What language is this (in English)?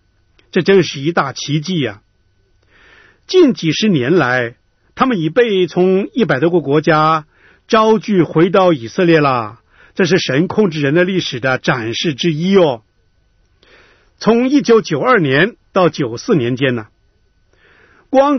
Chinese